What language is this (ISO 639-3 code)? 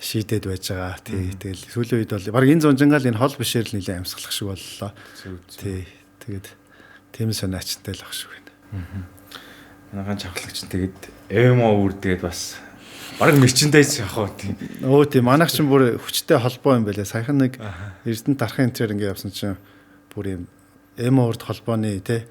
mon